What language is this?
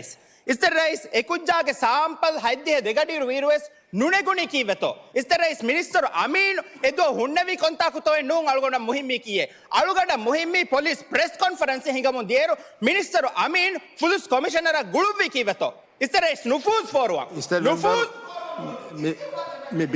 Divehi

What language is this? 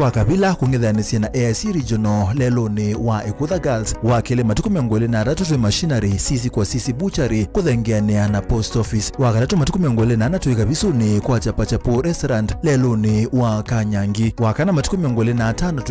Kamba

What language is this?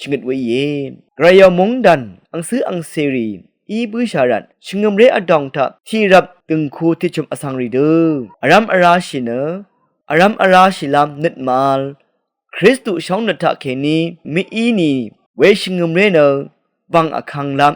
Rawang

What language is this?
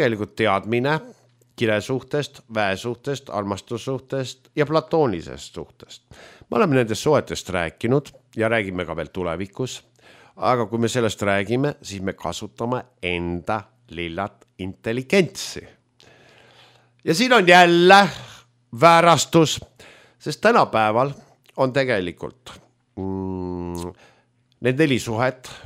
Estonian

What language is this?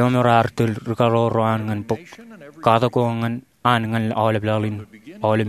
Marshallese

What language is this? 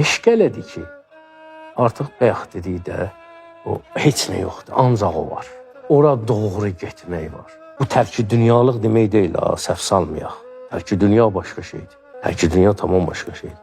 Azerbaijani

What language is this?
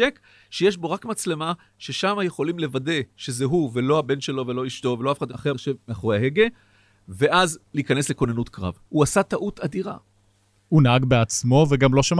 Hebrew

